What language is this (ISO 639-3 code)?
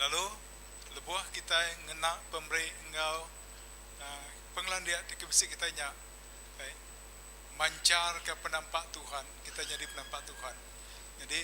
iba